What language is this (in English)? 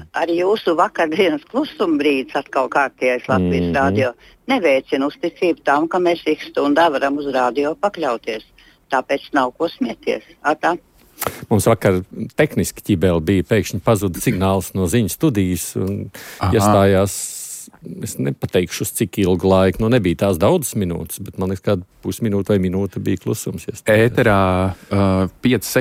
Latvian